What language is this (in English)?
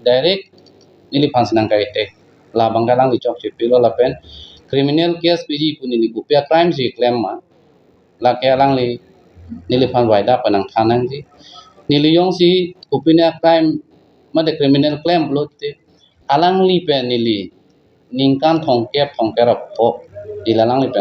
Karbi